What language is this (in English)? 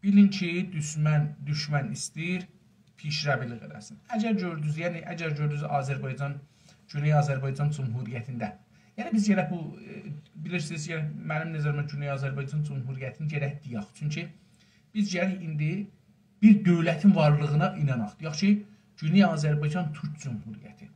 South Azerbaijani